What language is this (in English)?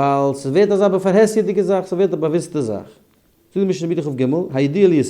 Yiddish